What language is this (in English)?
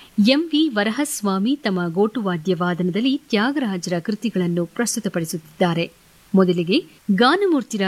Kannada